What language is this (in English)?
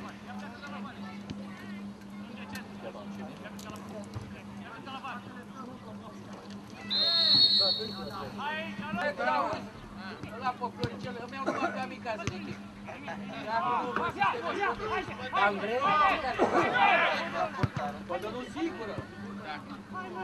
Romanian